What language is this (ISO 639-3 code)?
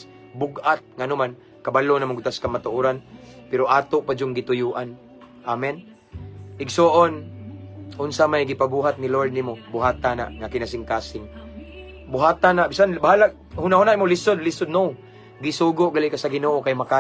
ceb